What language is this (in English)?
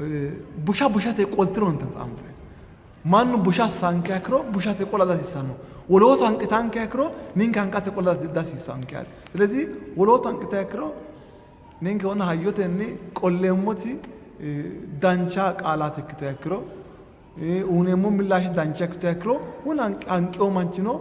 Sidamo